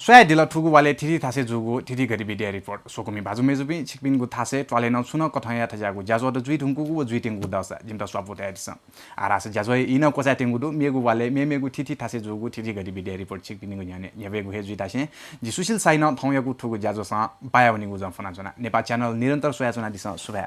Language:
Newari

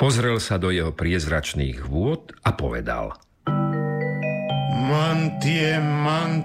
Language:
Slovak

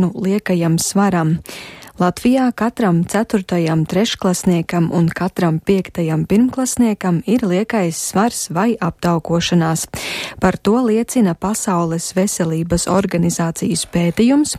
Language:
Latvian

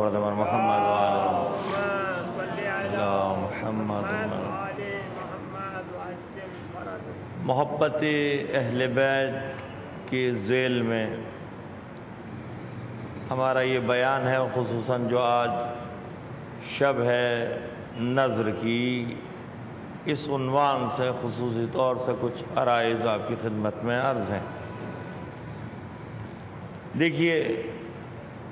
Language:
Urdu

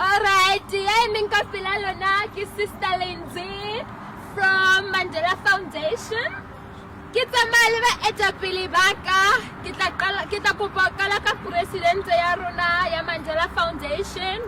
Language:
Southern Sotho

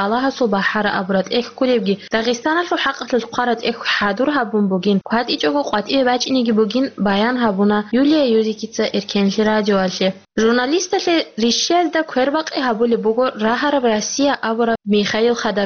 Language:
Avaric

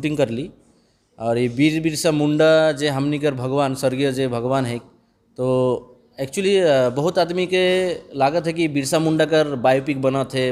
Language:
Sadri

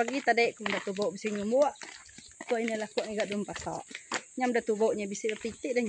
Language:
Iban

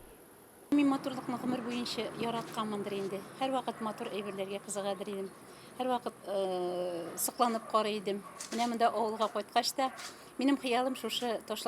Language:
Tatar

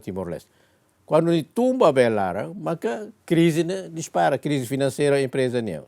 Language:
Tetum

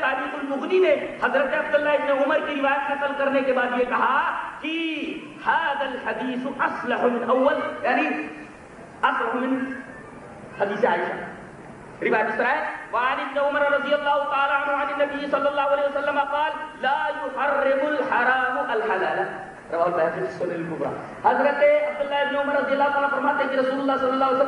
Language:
Urdu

